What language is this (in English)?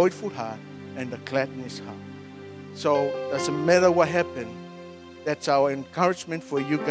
Samoan